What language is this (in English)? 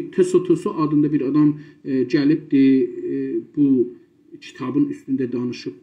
South Azerbaijani